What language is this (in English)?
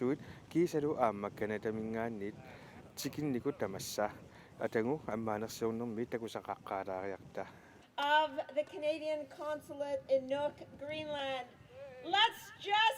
Kalaallisut